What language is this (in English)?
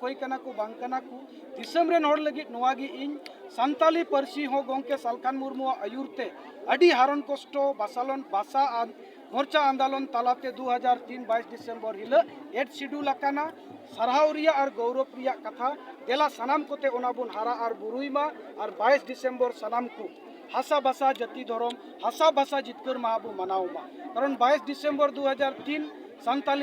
Santali